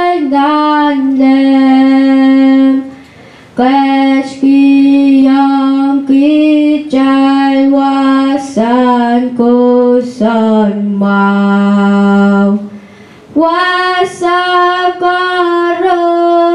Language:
Pohnpeian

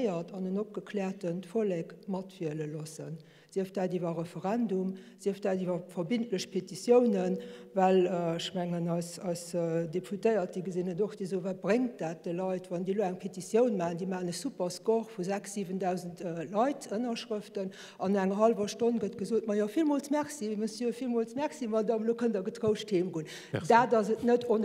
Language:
Luxembourgish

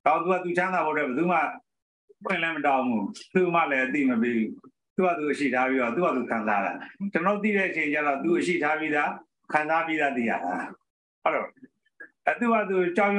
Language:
Burmese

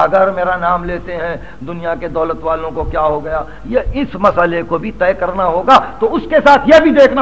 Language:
Urdu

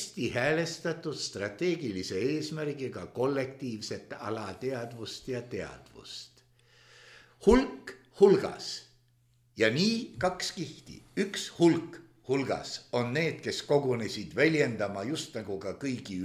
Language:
Estonian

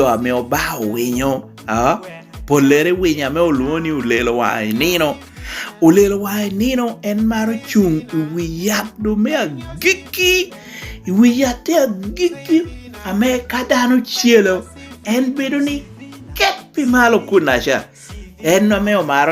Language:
Lango (Uganda)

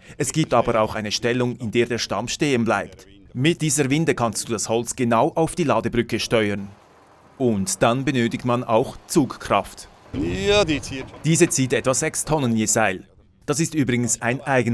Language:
Swiss German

